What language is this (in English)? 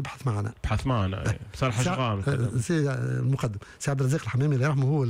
Tunisian Arabic